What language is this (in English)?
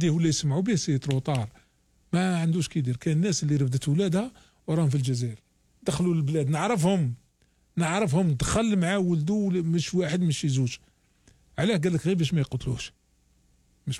Algerian Arabic